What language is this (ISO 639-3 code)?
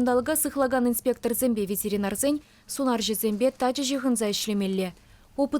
chv